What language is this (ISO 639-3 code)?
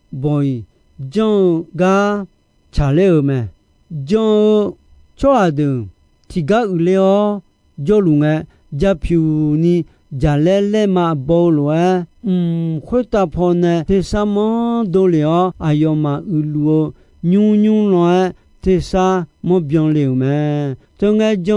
ahk